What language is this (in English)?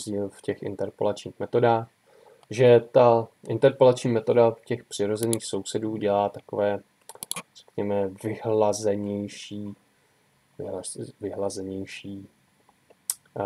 Czech